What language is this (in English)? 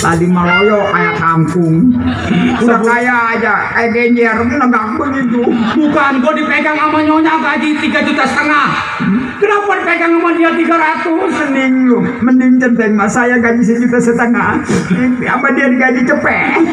Betawi